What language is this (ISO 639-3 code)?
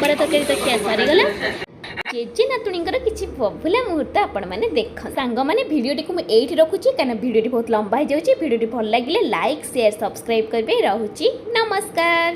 ori